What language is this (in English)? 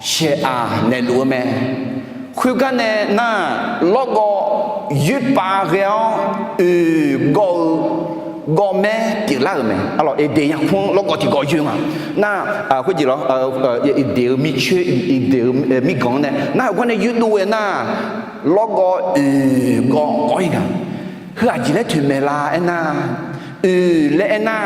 Akha